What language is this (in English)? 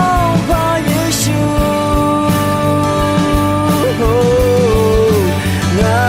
Akha